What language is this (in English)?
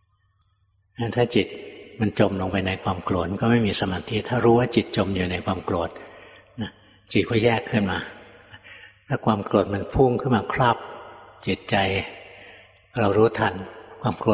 Thai